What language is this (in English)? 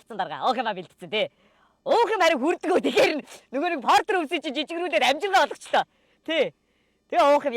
Mongolian